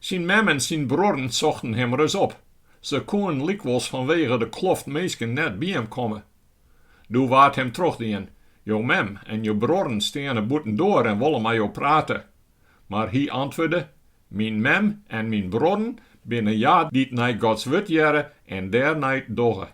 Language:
Western Frisian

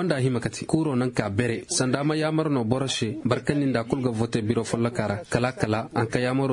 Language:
Koyraboro Senni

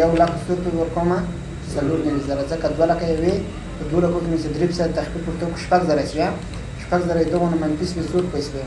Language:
Pashto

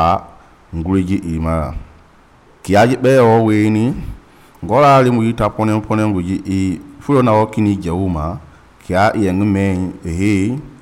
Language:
Mende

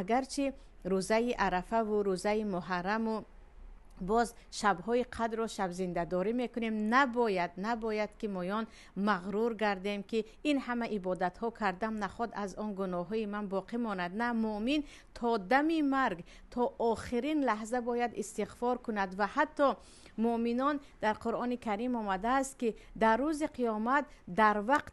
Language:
Tajik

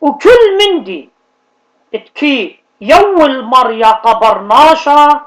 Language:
Assyrian Neo-Aramaic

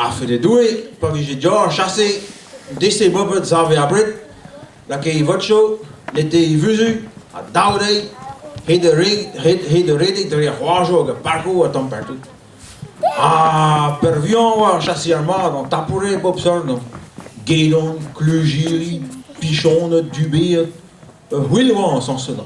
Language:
Breton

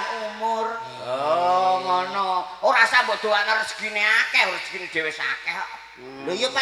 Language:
Javanese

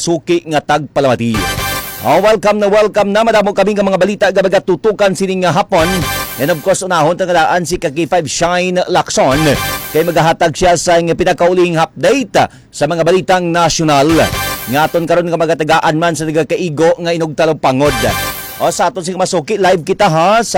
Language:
Hiligaynon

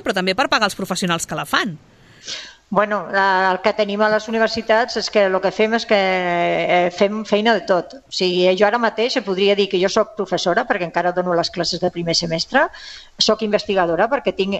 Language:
Catalan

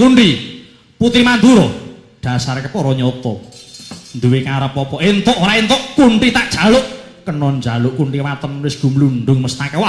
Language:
Javanese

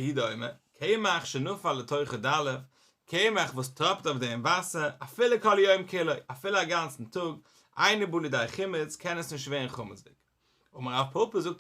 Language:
Yiddish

